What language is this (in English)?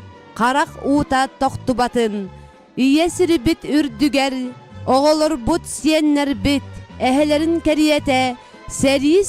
Yakut